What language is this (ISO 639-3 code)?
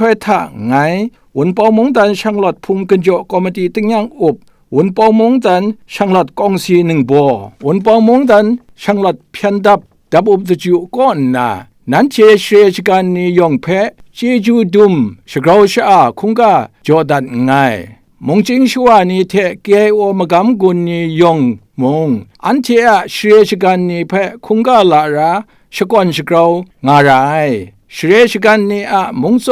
kac